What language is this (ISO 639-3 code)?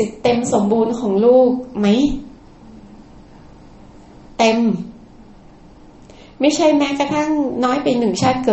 tha